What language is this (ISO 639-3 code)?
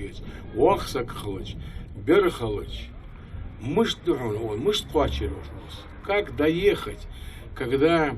inh